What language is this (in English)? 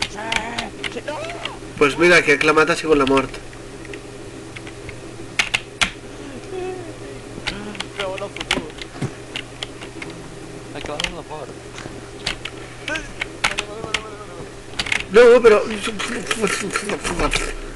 Catalan